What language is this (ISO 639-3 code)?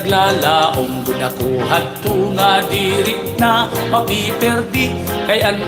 war